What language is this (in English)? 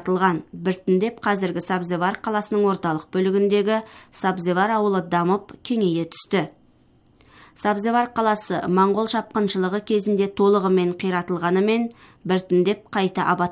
Kazakh